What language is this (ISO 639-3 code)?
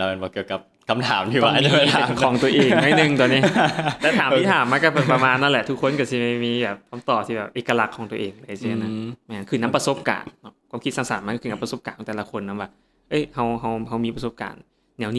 lao